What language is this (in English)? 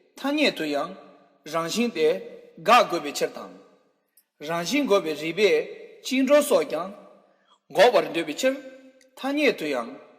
Tibetan